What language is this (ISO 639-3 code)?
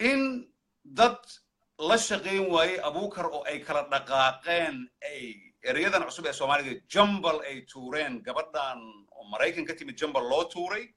som